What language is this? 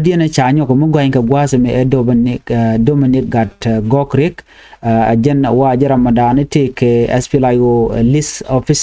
Nuer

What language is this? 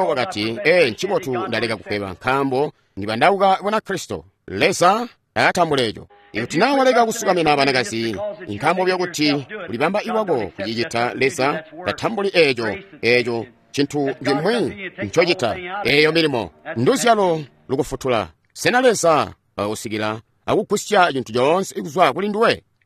Tonga (Zambia)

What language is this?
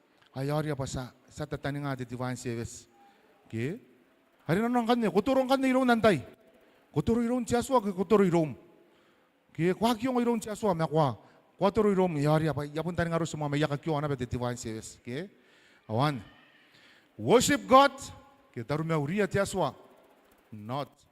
Gilbertese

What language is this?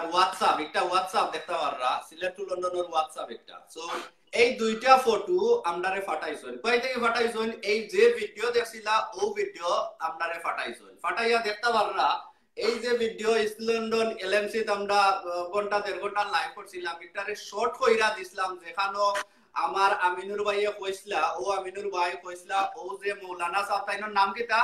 Sylheti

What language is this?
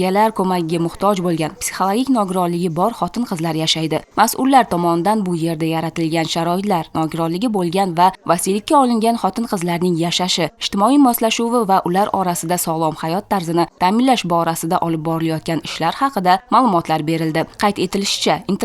Uzbek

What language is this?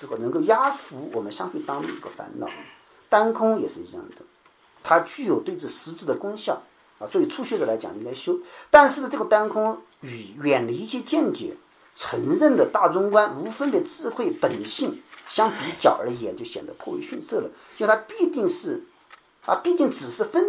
Chinese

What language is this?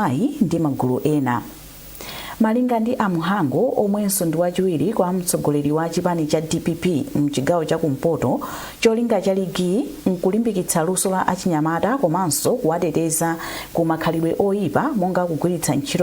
Nyanja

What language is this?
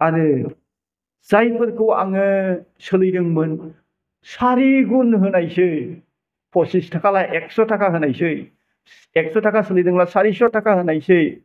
Bodo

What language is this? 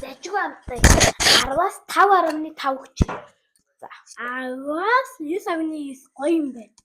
Mongolian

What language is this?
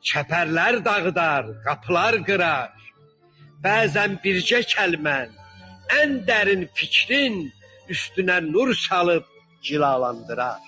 South Azerbaijani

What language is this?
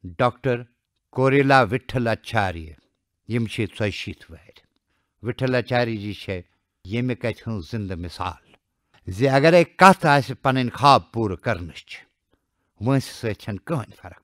Kashmiri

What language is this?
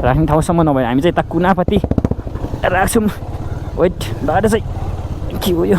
Nepali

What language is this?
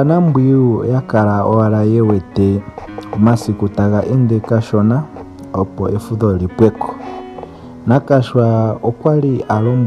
Ndonga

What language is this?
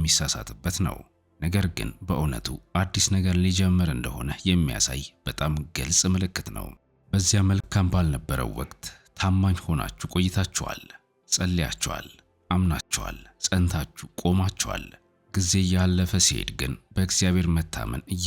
Amharic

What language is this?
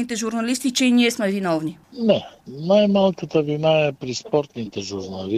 Bulgarian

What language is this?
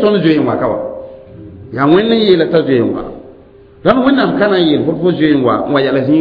Mossi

